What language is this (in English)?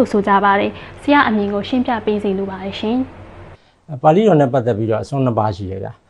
Burmese